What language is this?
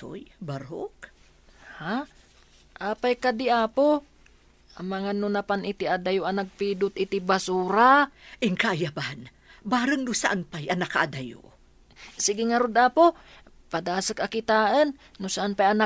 Iloko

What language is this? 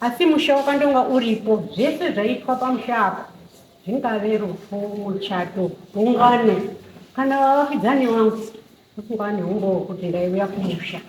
Shona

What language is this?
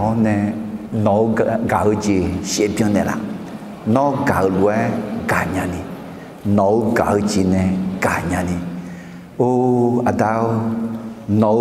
Akha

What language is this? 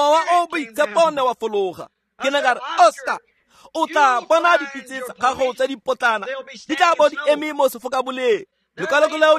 Tswana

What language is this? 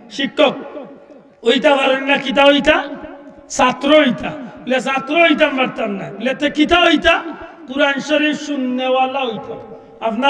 Sylheti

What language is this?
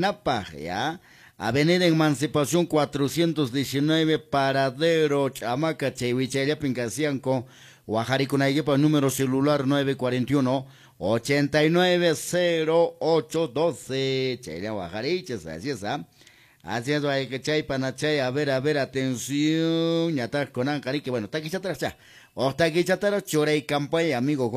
Quechua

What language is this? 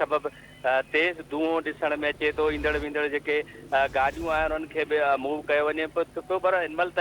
Sindhi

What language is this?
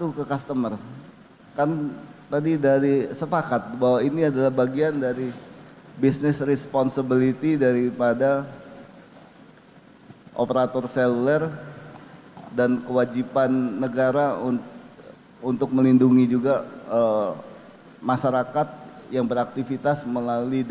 Indonesian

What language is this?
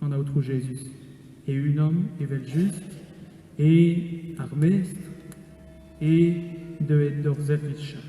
Breton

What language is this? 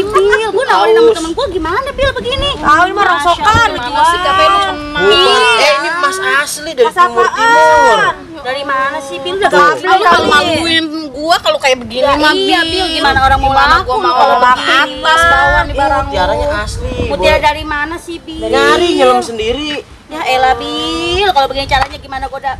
Betawi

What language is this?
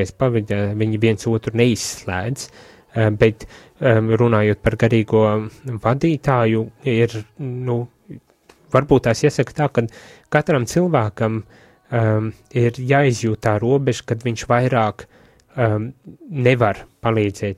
Latvian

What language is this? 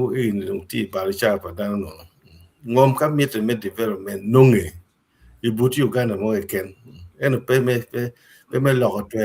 Acoli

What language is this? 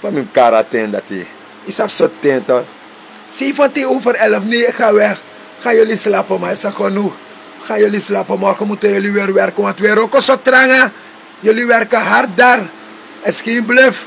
Sranan Tongo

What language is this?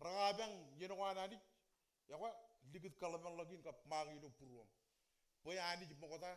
Marshallese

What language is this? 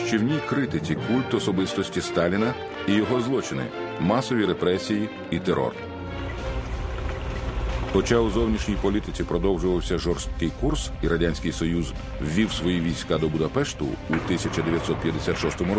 Ukrainian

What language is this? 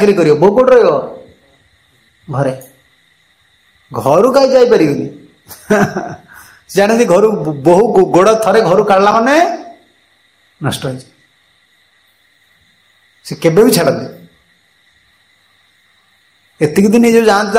Odia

